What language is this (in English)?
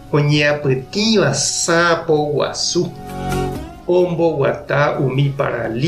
Guarani